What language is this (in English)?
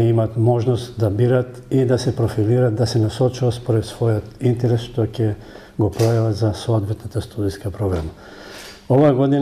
Macedonian